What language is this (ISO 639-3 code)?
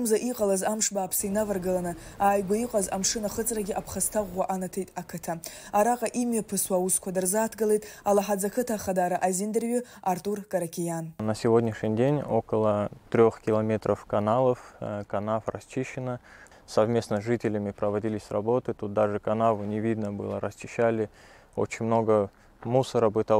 abk